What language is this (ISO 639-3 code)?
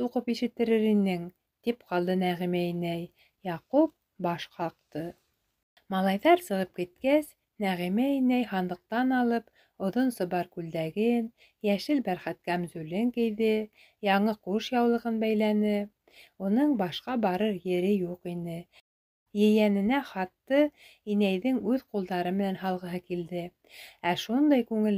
bak